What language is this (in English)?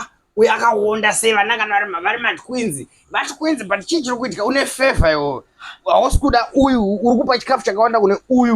Shona